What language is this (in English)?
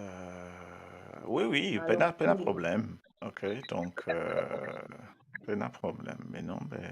Morisyen